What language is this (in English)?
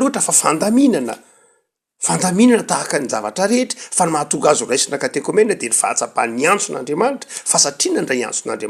Malagasy